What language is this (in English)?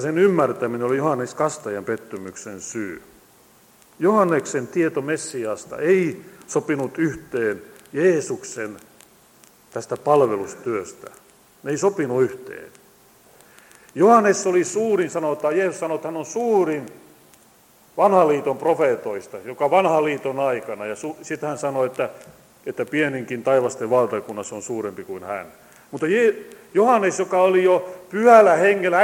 Finnish